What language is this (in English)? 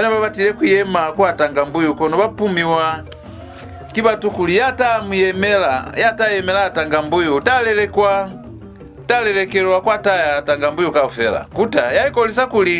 Lozi